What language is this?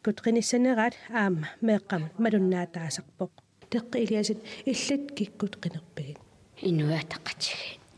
Kalaallisut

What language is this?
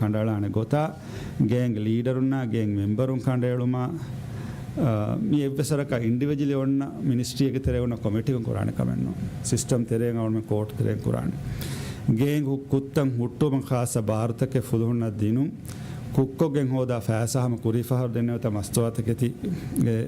Divehi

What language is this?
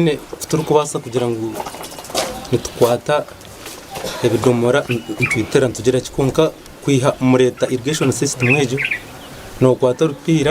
Nyankole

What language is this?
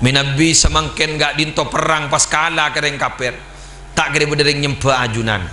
Madurese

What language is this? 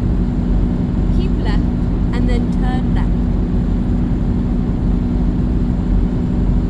Malay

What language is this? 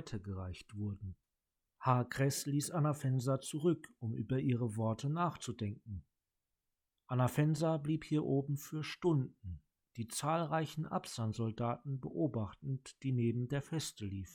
German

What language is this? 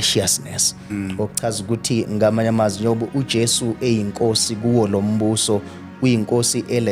Zulu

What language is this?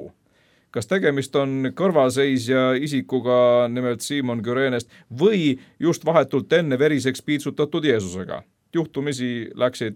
Estonian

